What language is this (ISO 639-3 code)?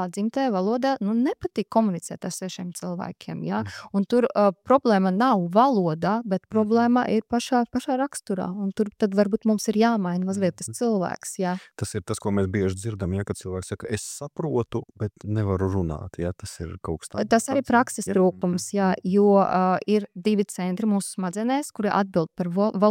lav